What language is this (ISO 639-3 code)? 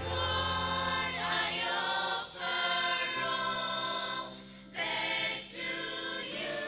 nsm